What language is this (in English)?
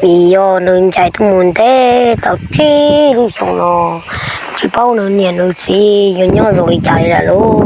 Hmong